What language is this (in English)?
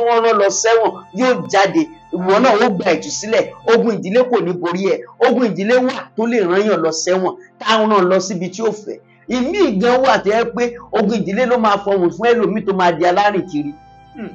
Yoruba